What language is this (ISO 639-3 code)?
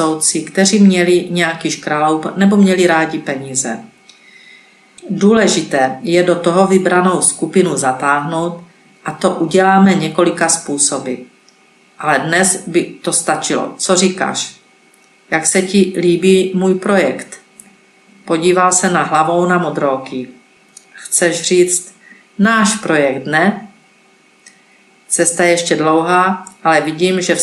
ces